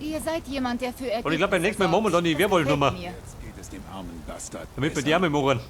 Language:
Bavarian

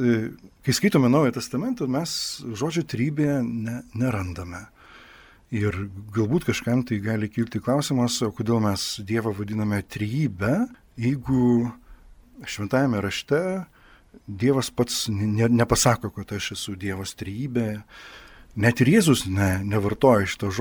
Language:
Lithuanian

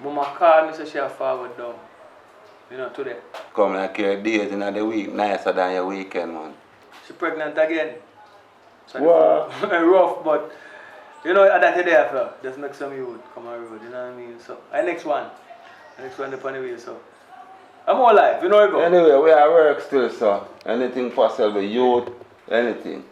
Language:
Jamaican Creole English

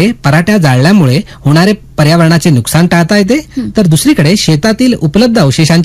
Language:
Marathi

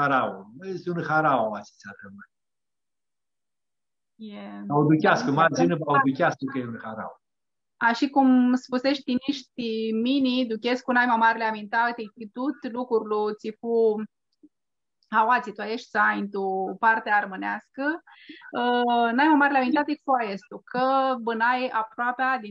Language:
Aromanian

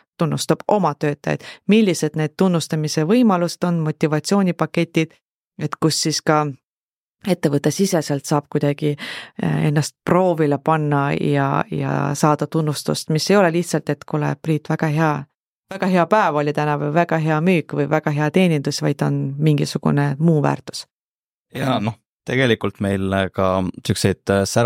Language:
Estonian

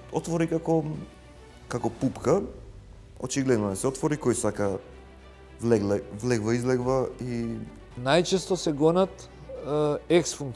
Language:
Macedonian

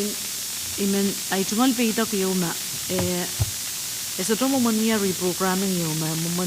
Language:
Pohnpeian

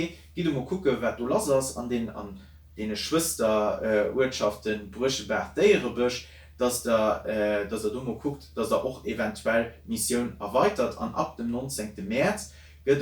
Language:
Luxembourgish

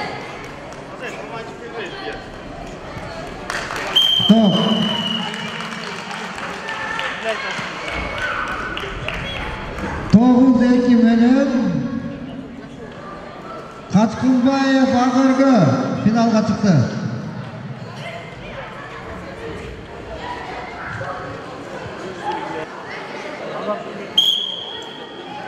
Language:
Kazakh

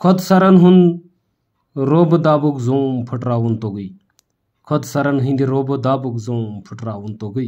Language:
Kashmiri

